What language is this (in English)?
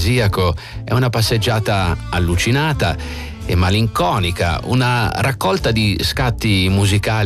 Italian